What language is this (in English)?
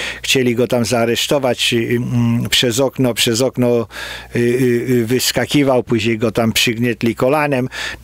Polish